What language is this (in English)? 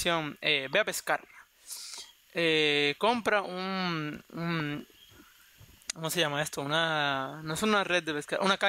Spanish